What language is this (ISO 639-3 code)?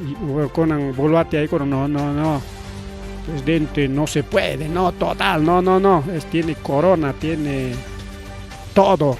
quy